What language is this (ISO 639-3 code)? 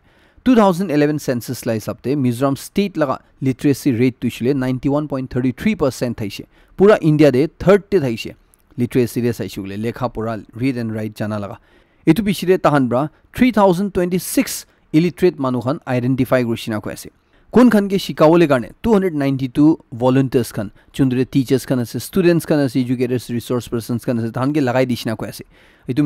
nag